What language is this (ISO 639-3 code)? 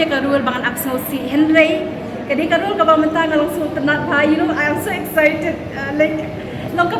kha